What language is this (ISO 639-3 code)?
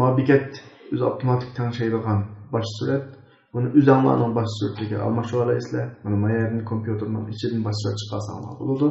uig